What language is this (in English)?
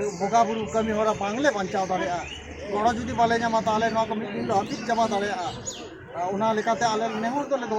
Santali